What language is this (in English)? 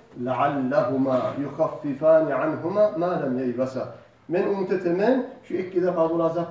Kumyk